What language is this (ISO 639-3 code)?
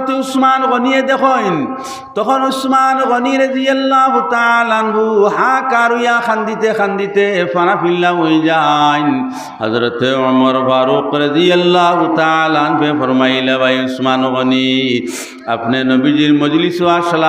syl